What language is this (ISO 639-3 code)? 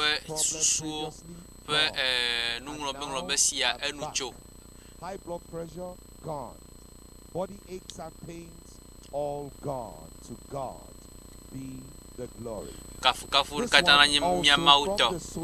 ewe